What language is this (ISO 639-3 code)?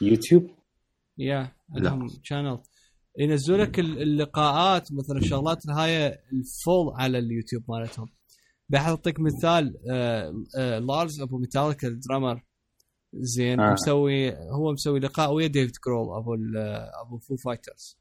acm